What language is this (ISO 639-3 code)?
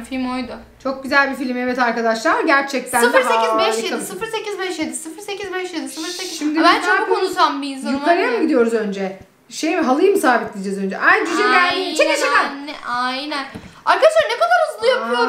tur